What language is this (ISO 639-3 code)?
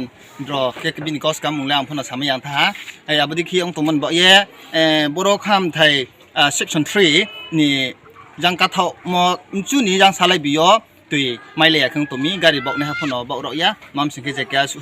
ria